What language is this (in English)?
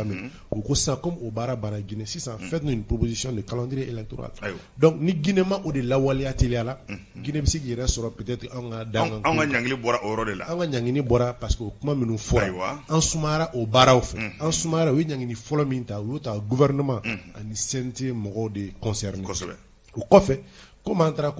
Bambara